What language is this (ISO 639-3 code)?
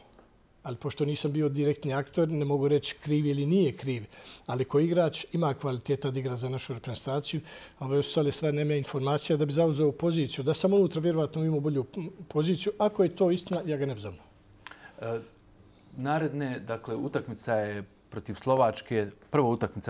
bos